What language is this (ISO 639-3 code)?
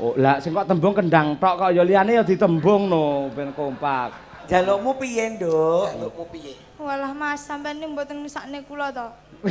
jav